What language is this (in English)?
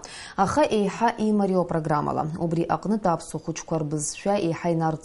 Abkhazian